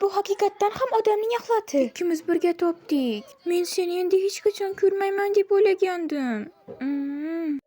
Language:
Uzbek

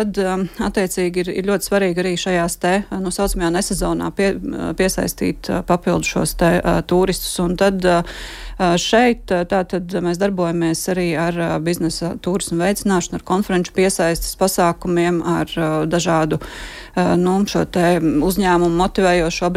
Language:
Latvian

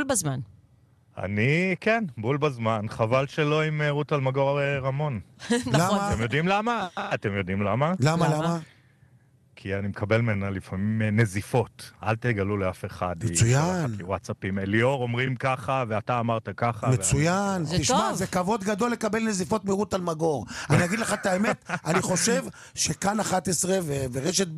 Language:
Hebrew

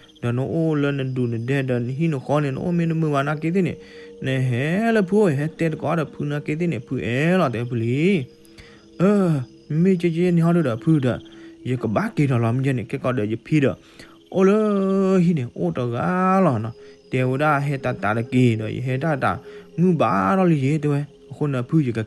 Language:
S'gaw Karen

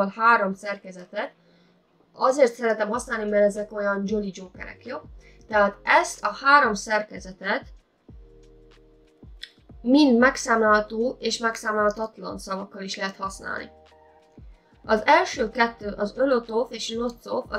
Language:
Hungarian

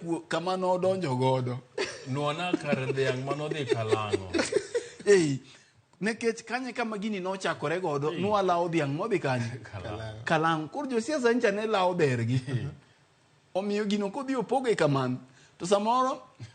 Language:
Luo (Kenya and Tanzania)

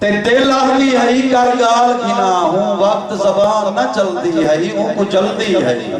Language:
Saraiki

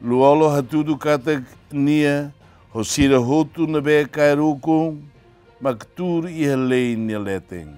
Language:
Tetum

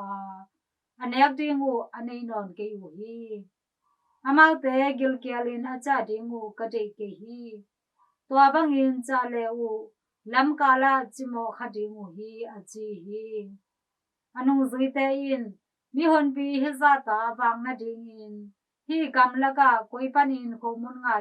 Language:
Tedim Chin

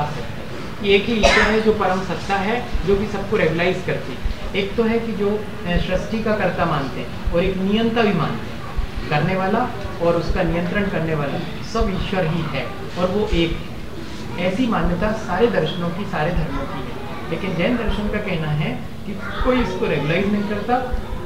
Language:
Hindi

